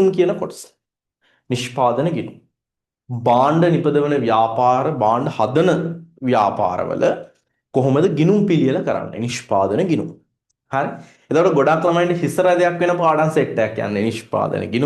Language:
Sinhala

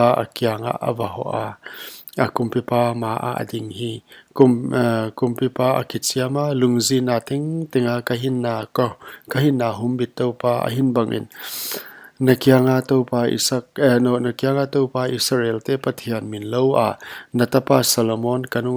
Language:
Paite Chin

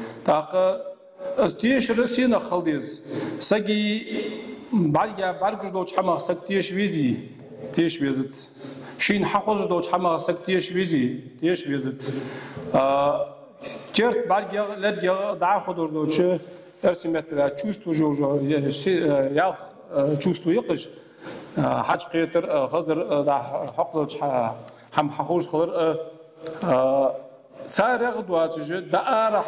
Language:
Ingush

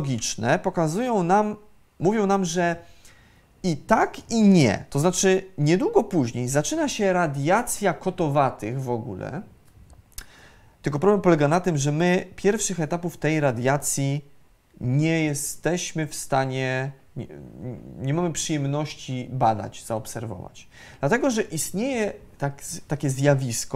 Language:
Polish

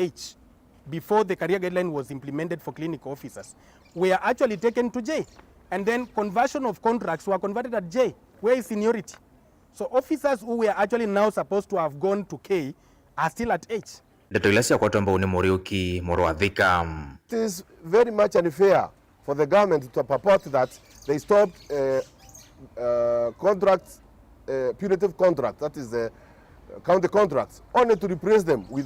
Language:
Kamba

